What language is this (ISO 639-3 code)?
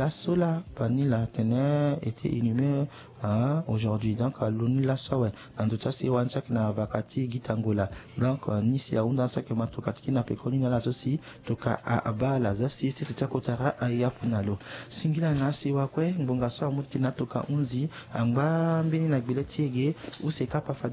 sag